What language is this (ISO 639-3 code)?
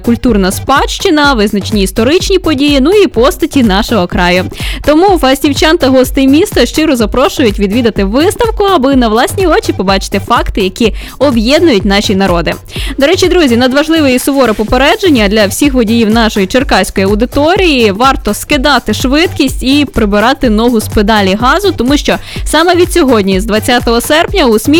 ukr